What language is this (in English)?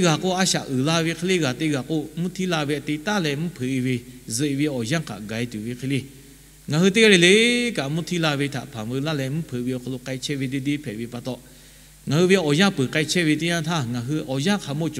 Lahu